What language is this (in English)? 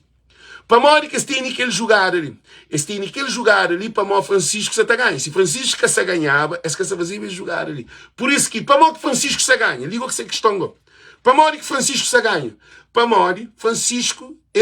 Kabuverdianu